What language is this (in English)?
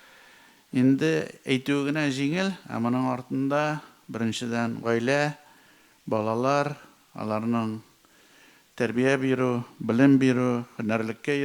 Tatar